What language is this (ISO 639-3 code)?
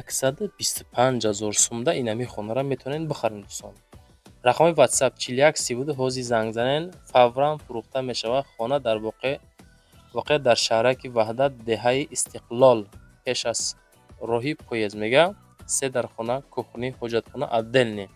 tgk